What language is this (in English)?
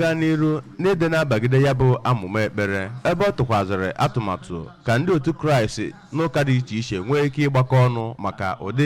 Igbo